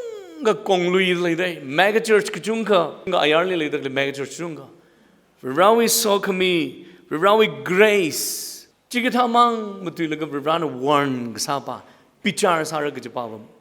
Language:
Tangkhul Naga (India)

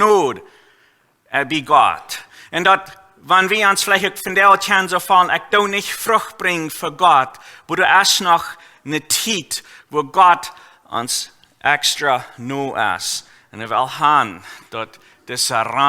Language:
Plautdietsch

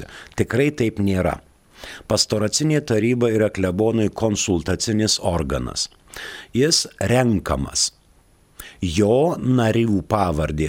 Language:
Lithuanian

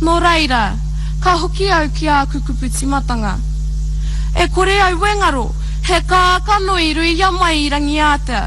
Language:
Māori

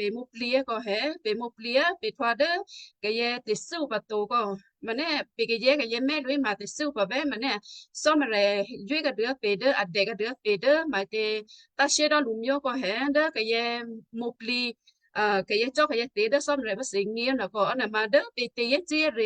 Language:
Western Kayah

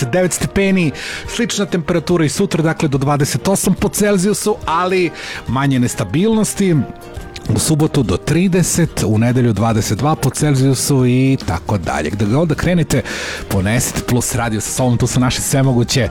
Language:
Serbian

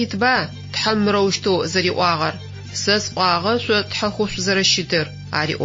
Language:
Adyghe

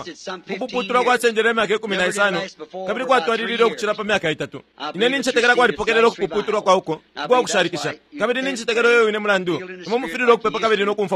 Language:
Bemba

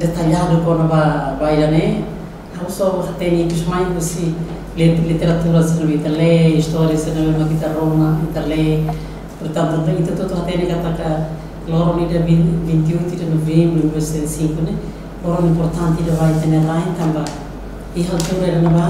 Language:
Tetum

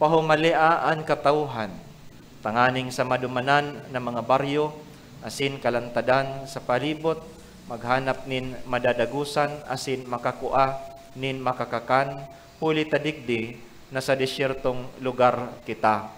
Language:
Bikol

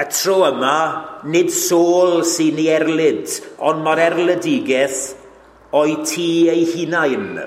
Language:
Welsh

